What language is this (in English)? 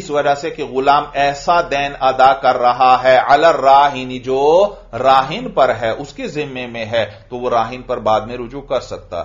Urdu